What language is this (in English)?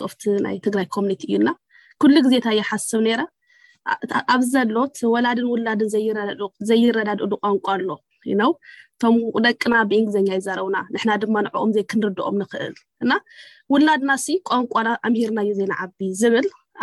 Tigrinya